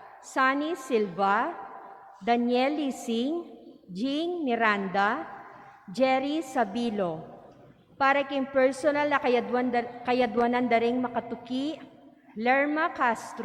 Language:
Pampanga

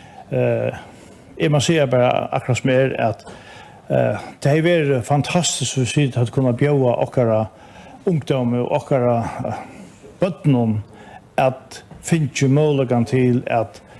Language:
Faroese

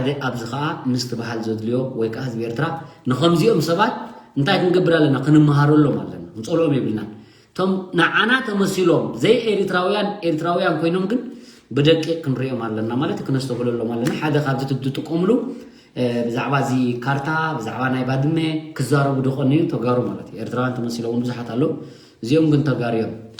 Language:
Tigrinya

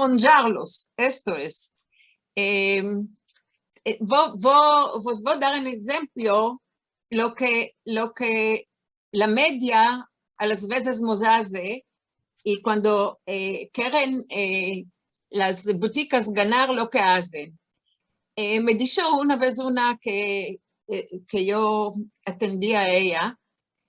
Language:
Ladino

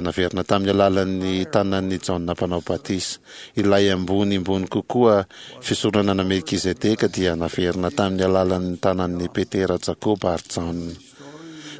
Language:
Malagasy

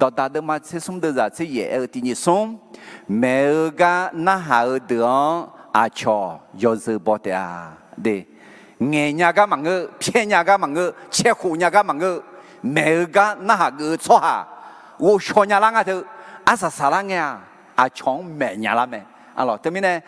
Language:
Akha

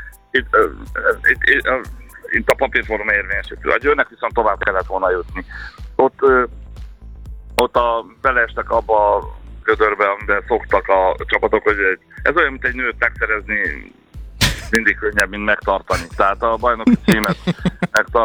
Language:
Hungarian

